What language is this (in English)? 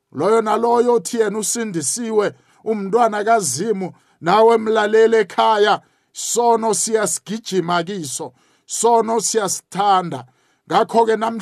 South Ndebele